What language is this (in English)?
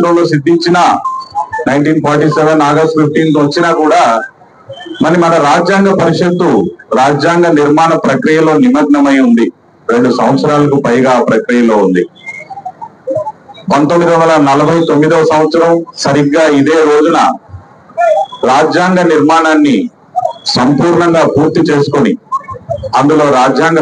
Telugu